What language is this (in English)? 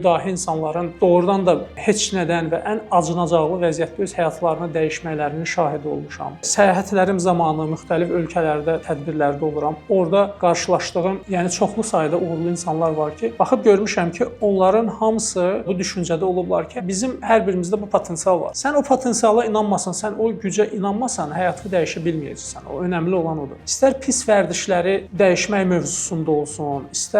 Azerbaijani